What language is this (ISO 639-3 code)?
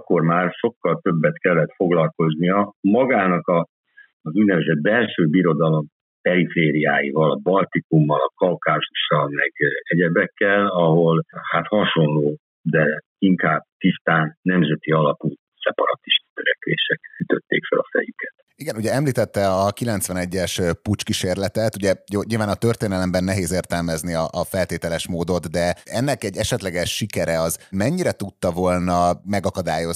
hun